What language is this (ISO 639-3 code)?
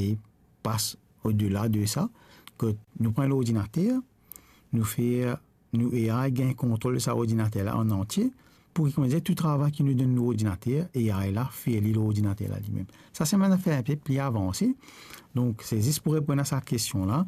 mfe